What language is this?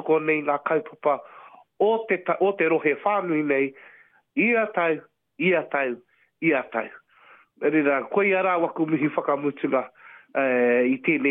Māori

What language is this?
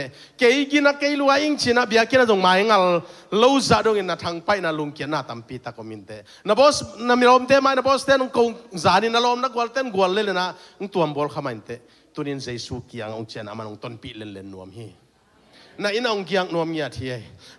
Tedim Chin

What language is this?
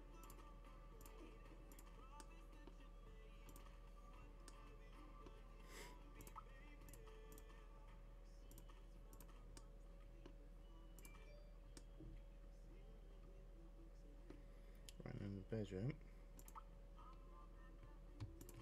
English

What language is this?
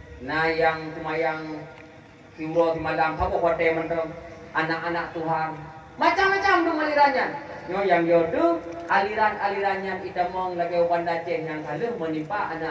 Achinese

